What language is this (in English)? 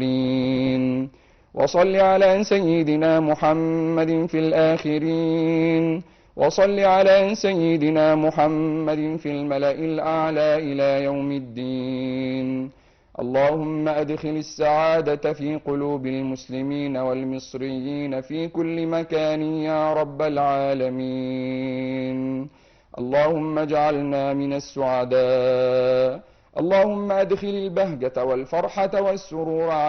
Egyptian Arabic